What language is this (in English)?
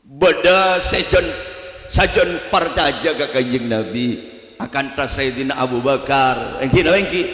Madurese